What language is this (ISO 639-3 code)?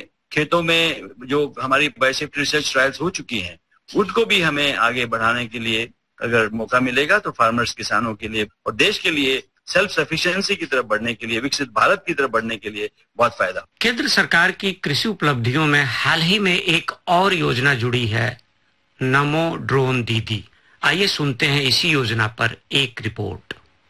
hin